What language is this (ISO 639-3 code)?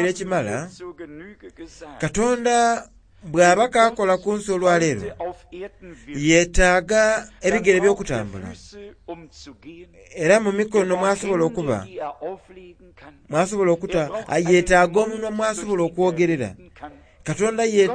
xog